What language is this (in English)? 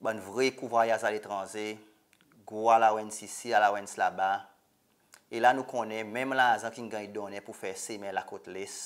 Seselwa Creole French